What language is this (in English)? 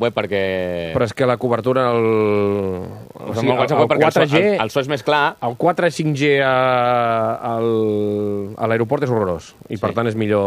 Catalan